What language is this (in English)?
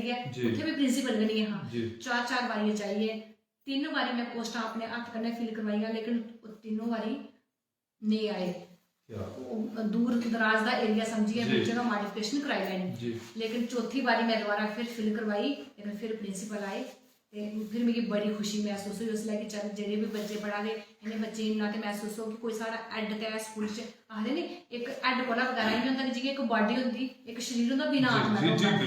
Dogri